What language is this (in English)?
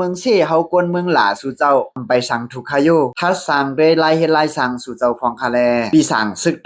Shan